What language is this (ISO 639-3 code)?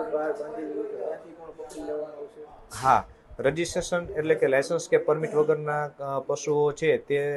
guj